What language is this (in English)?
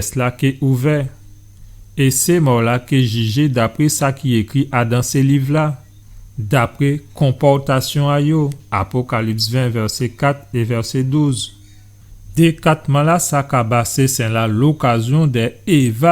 Guadeloupean Creole French